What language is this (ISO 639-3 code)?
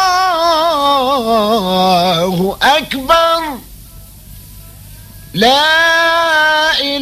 aeb